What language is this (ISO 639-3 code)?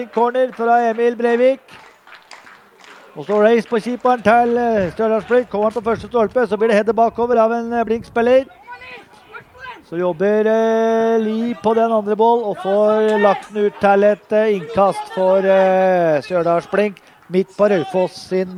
nor